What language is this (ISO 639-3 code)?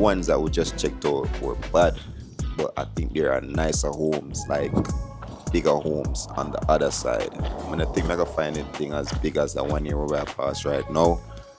jam